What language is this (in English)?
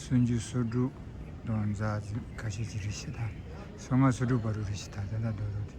Tibetan